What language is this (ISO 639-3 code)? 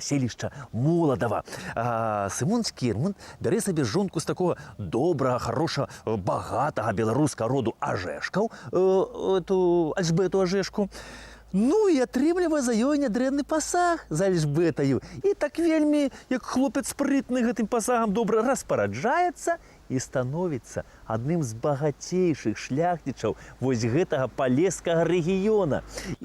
bel